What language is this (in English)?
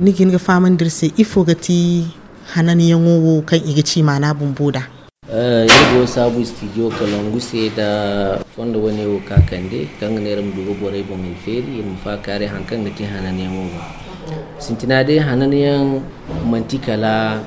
Zarma